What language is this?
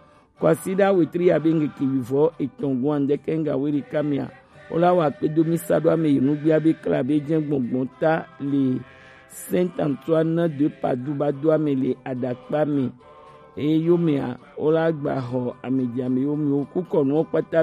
Gen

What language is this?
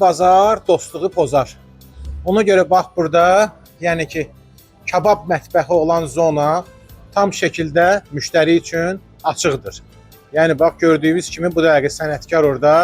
Azerbaijani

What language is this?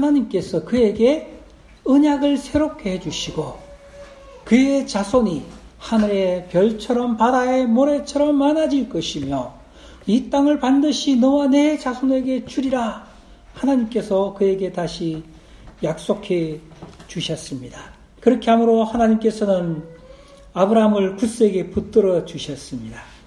Korean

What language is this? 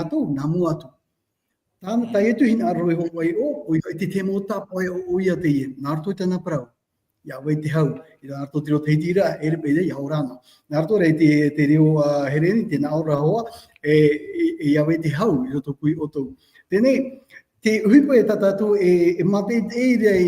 Tahitian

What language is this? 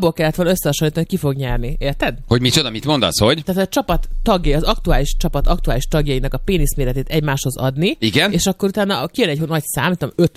Hungarian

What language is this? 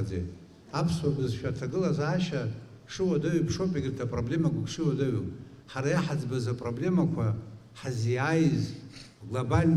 Abkhazian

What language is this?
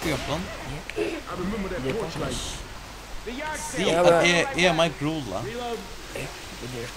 Faroese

